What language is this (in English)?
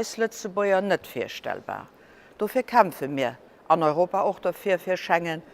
Luxembourgish